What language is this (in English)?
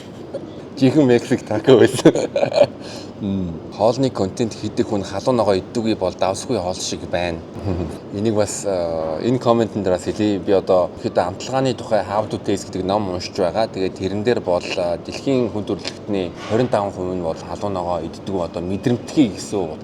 Mongolian